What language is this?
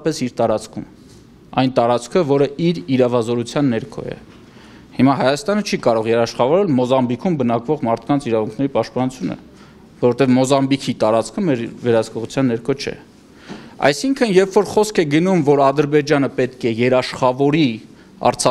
Armenian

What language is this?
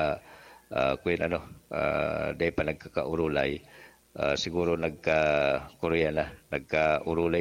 Bikol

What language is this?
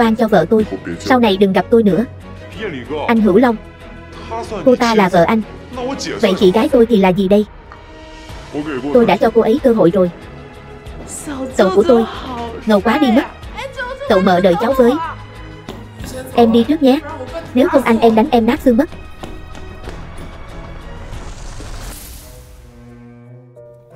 Vietnamese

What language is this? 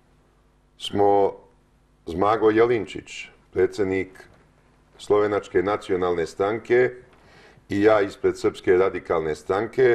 Serbian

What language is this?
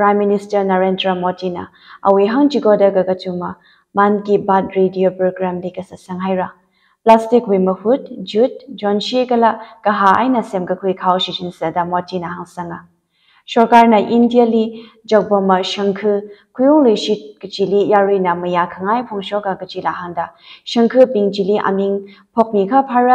Tangkhul Naga (India)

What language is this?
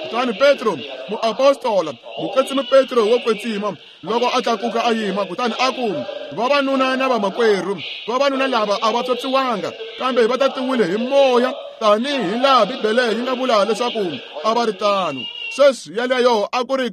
Tsonga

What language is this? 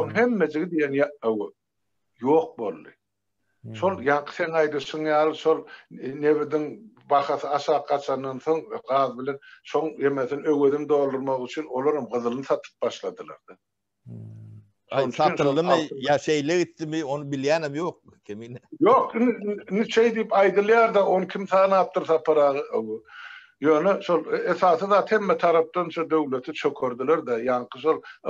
Turkmen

